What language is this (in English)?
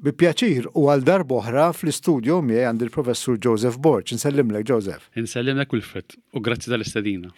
Maltese